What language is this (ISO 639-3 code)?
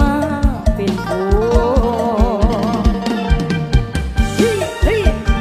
tha